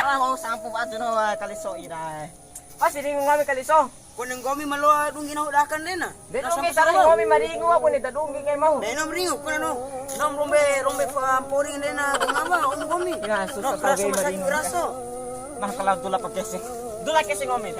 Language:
Bima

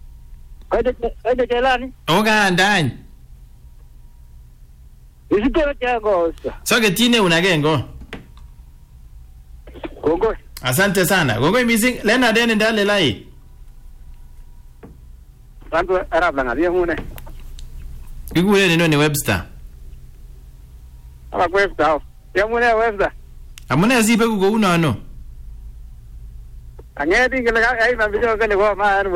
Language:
Swahili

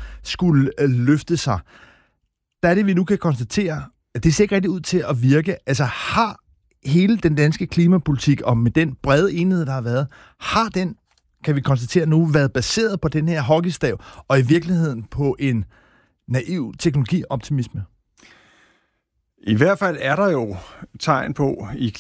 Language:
Danish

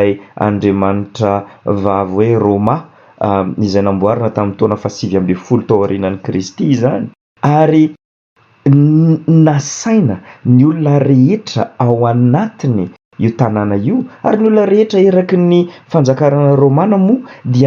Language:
Malagasy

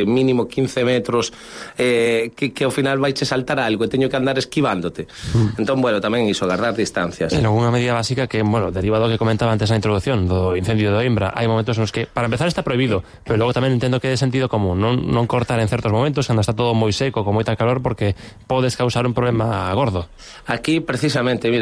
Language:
Galician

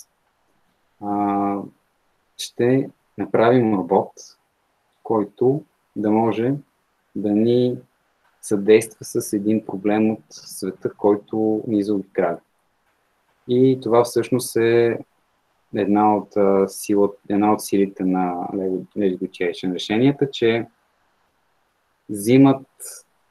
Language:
Bulgarian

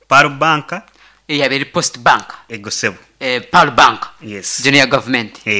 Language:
Nyankole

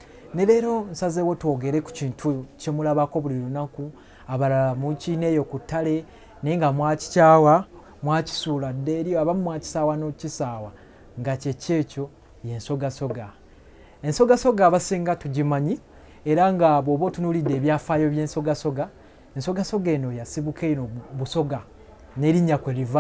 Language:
Ganda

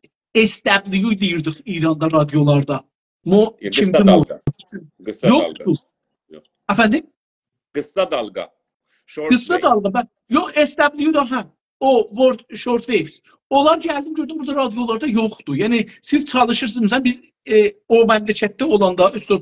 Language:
South Azerbaijani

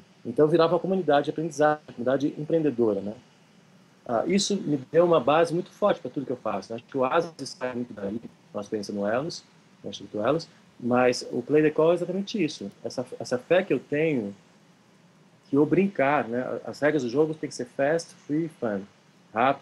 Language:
Portuguese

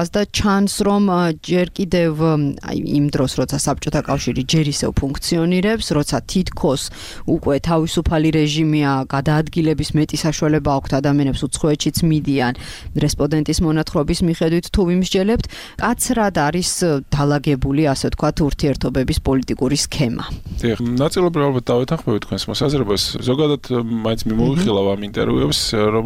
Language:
Georgian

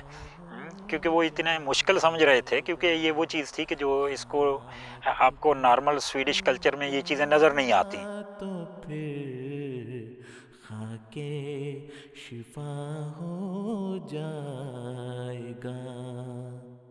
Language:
Urdu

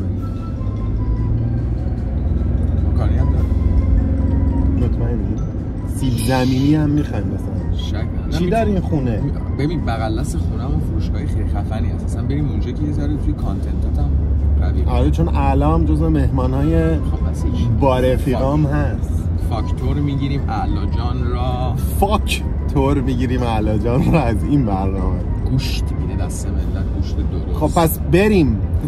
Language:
Persian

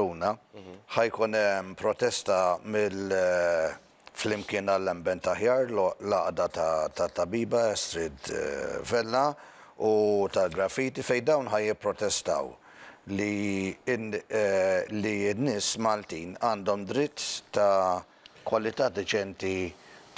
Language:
Maltese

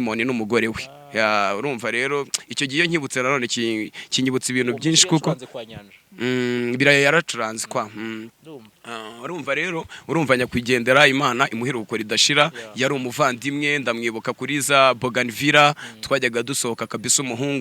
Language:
Kinyarwanda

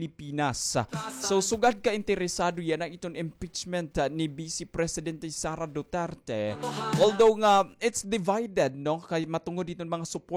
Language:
Waray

